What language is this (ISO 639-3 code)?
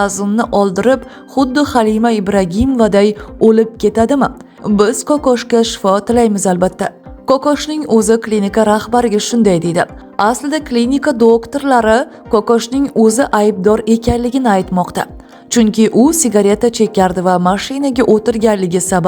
uzb